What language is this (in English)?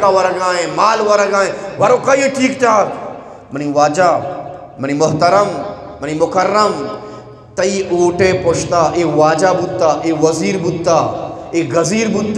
Eastern Balochi